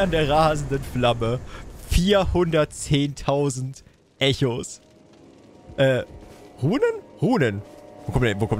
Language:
German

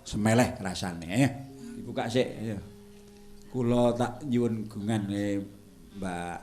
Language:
Javanese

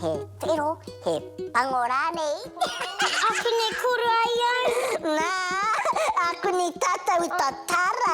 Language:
Māori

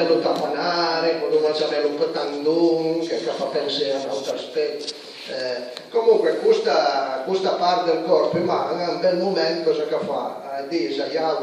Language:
Piedmontese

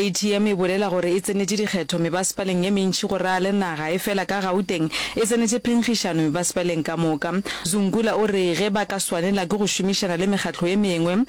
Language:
Northern Sotho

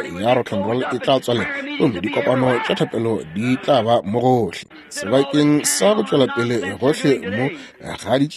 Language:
Northern Sotho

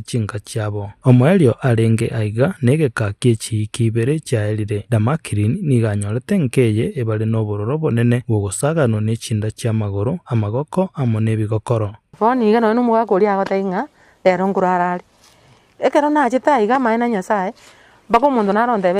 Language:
Gusii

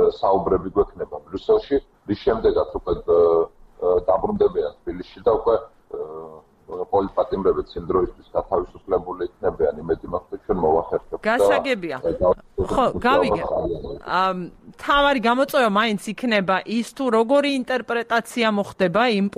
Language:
Georgian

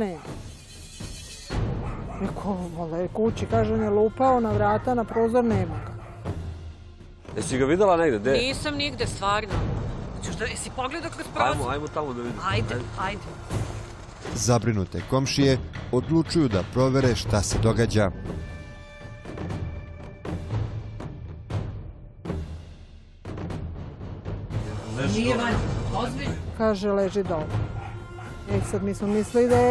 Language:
Serbian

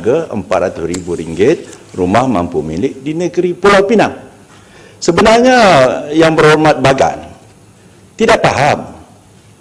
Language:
Malay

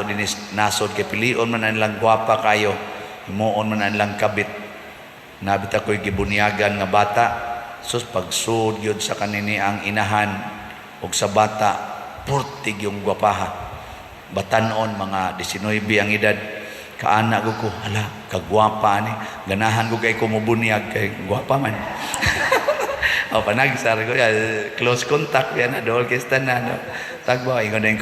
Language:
Cebuano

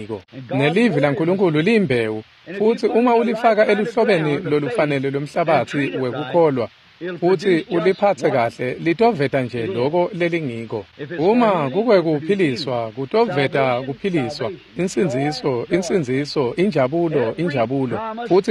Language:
Swati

